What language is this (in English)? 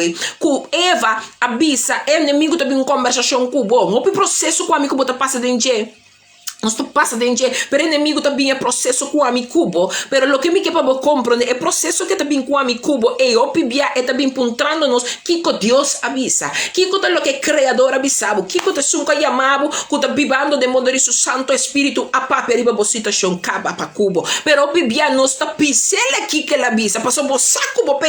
Papiamento